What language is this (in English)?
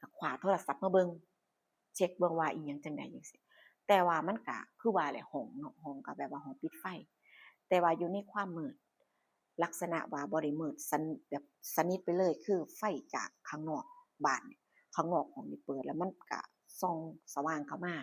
Northeastern Thai